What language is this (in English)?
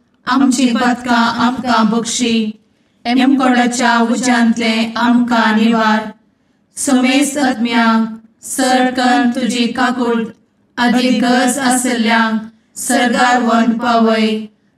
Konkani